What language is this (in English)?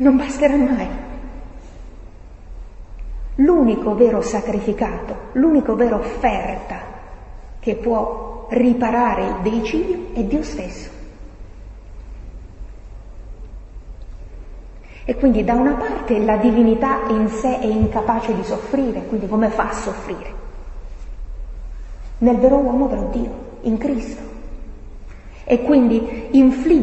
Italian